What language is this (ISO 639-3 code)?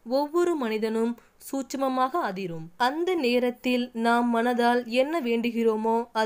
tam